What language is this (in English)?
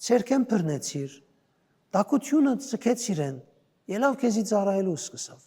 Western Armenian